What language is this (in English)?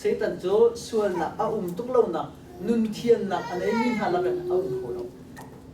Hakha Chin